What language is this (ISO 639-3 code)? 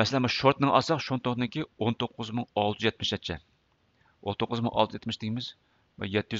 uig